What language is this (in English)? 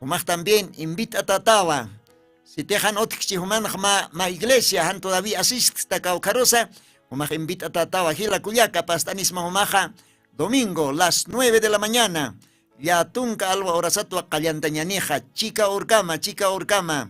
Aymara